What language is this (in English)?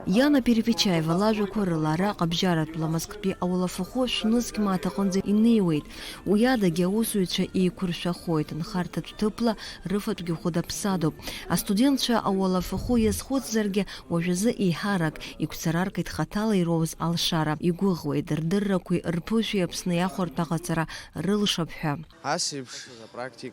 Abkhazian